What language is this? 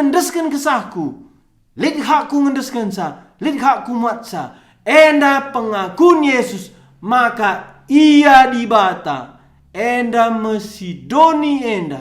Batak Karo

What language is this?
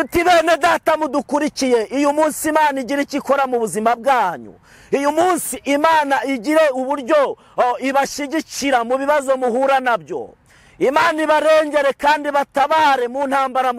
Kinyarwanda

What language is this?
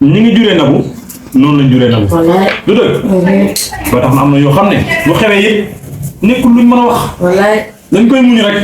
Wolof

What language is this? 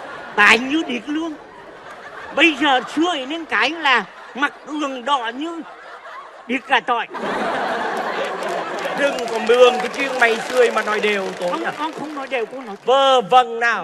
Vietnamese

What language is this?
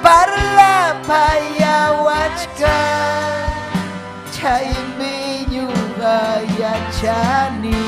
Ayacucho Quechua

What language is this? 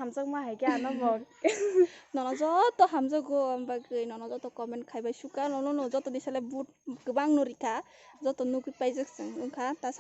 Kok Borok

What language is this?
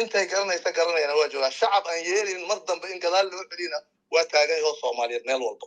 Somali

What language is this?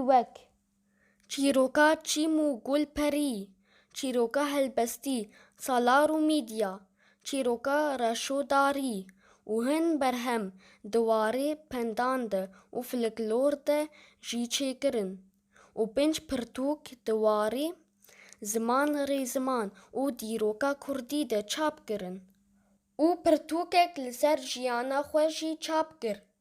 Kurdish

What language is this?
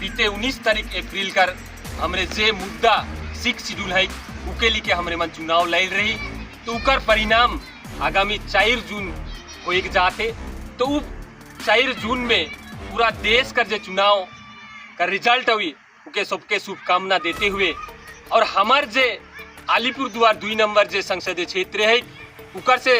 Sadri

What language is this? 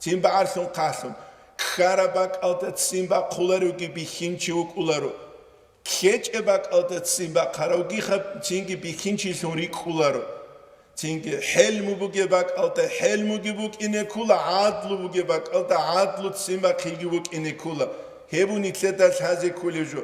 Avaric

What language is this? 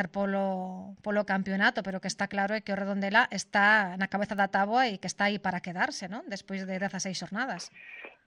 Galician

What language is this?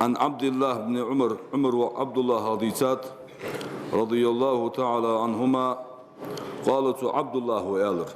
Ingush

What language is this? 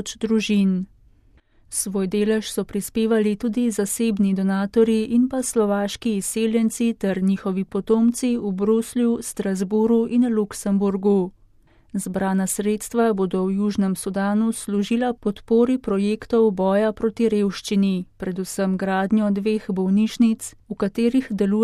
Slovenian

